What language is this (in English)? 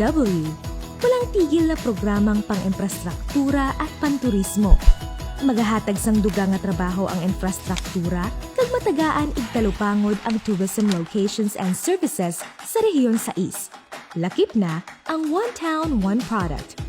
Hiligaynon